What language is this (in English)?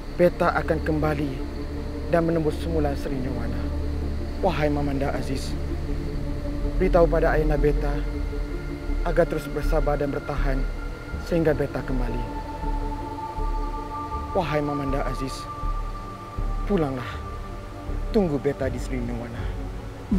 Malay